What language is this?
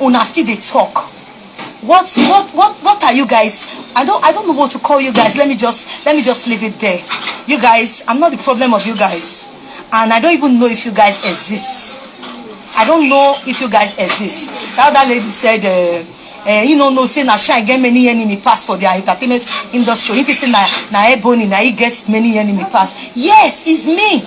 Nigerian Pidgin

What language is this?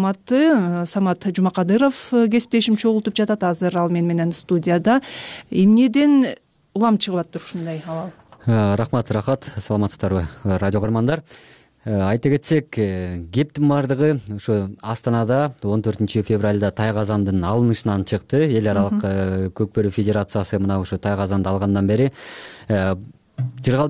Kyrgyz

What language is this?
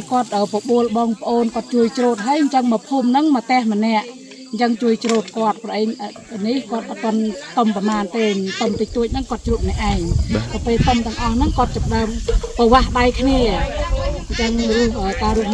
Khmer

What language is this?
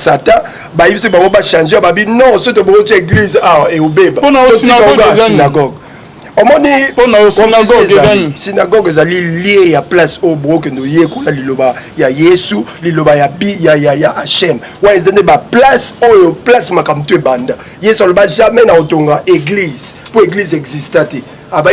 Lingala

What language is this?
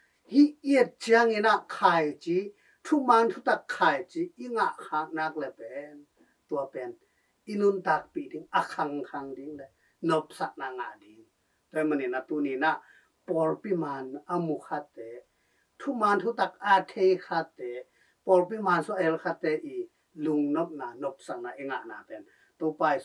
Tedim Chin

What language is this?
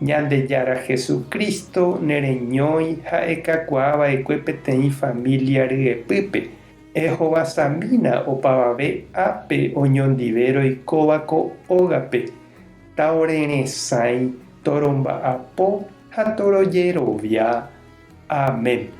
Guarani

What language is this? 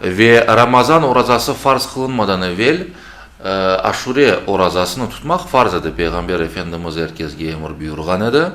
Crimean Tatar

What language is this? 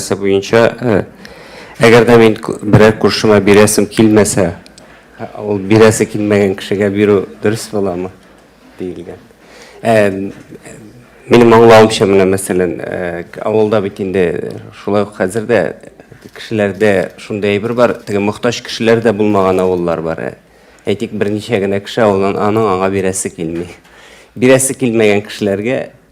Tatar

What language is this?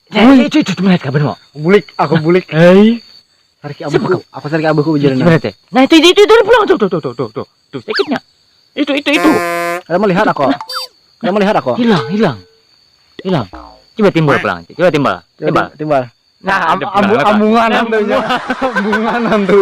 Banjar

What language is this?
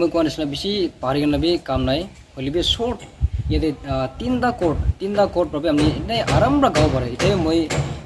Naga Pidgin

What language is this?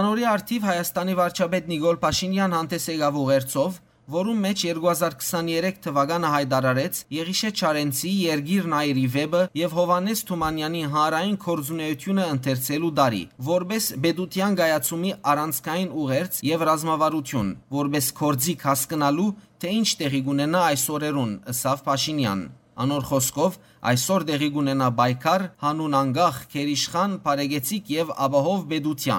Western Armenian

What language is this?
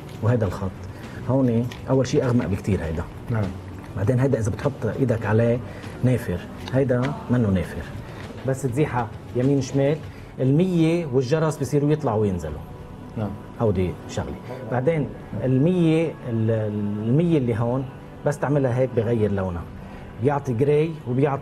North Levantine Arabic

